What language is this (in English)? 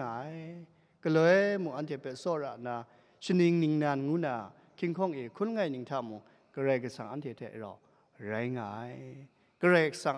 Kachin